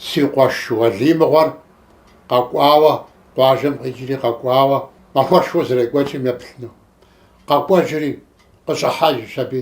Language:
Kabardian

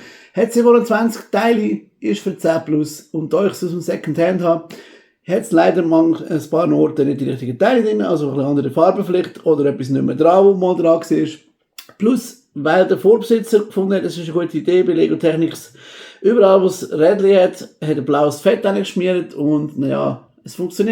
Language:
Swiss German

